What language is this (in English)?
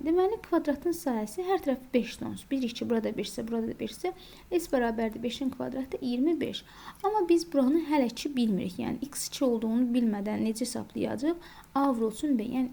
Azerbaijani